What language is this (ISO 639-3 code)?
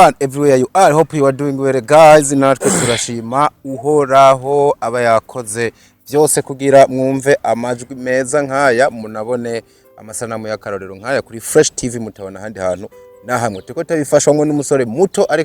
run